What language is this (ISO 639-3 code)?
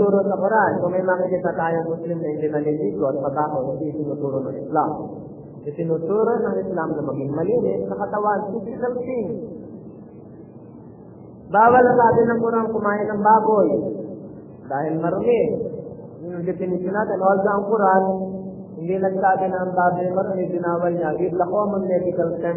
fil